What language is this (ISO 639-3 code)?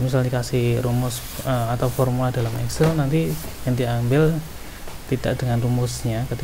ind